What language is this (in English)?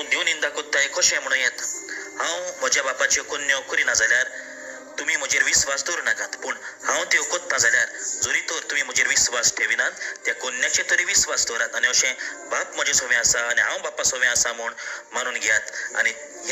Konkani